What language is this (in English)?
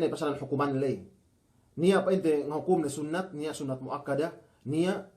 Yakan